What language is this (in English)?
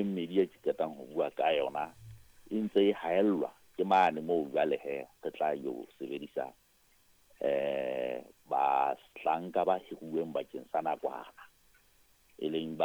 Southern Sotho